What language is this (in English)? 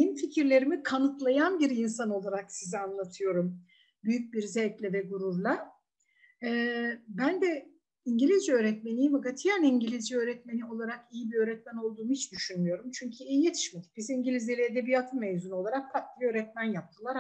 Turkish